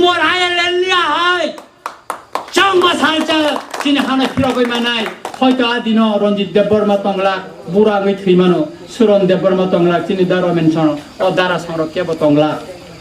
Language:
Kok Borok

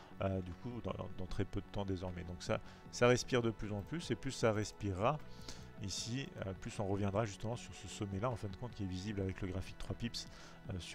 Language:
French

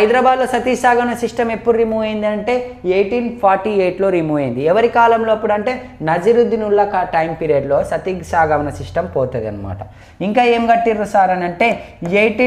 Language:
Telugu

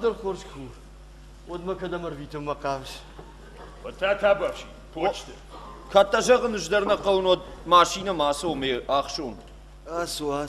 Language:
Ossetic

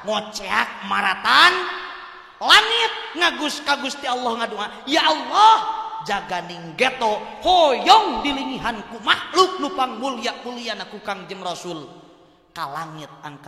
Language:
Sundanese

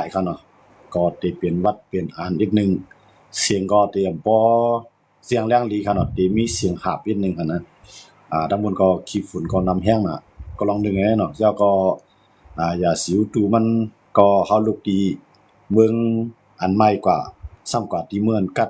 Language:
Shan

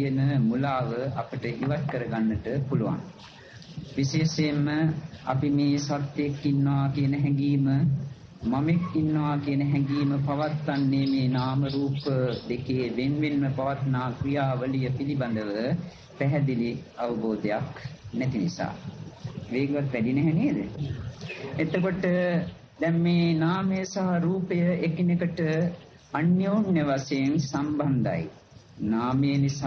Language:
Sinhala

